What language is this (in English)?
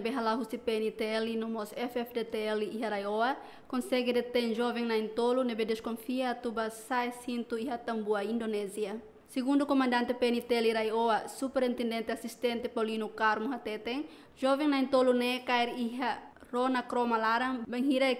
Tetum